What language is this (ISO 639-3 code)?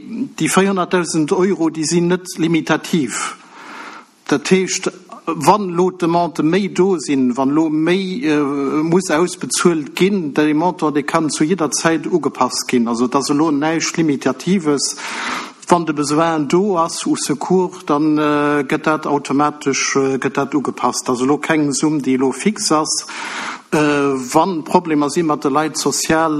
ltz